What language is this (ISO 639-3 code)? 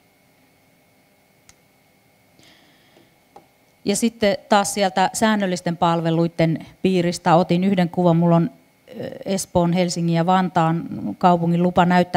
fin